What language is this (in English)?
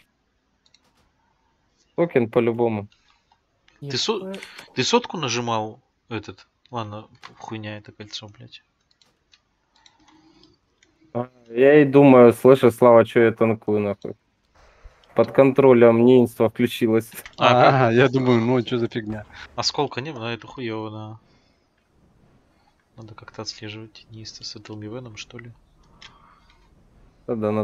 Russian